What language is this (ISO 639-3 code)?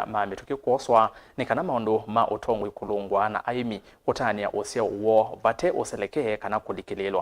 kam